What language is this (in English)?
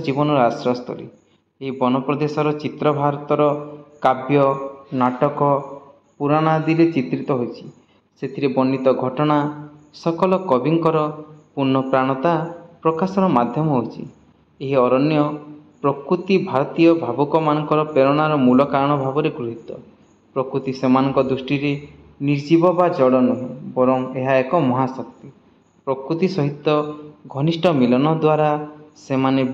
Odia